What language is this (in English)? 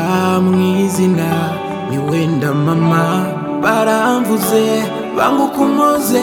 Kinyarwanda